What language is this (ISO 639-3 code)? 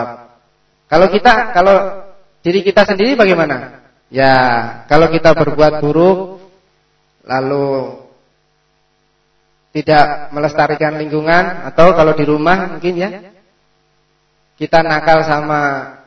ind